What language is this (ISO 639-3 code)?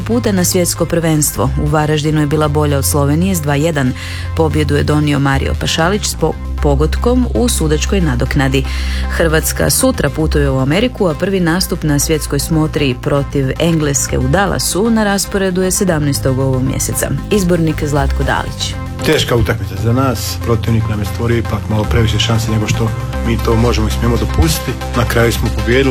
hrv